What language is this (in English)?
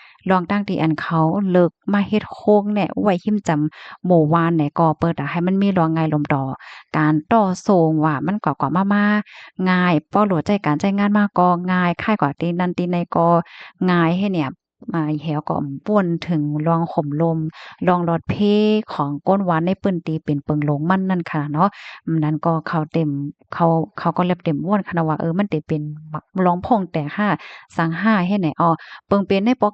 Shan